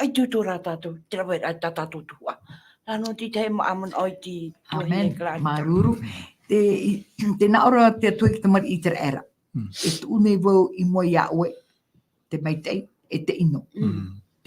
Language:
Tahitian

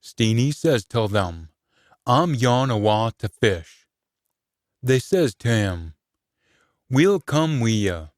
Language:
Scots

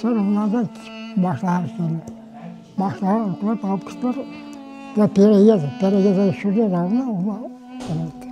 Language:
Crimean Tatar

